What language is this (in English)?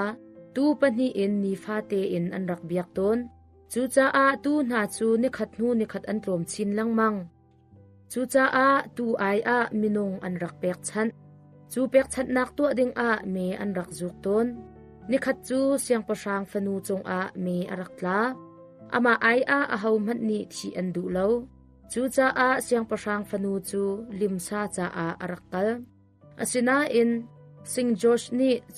Hakha Chin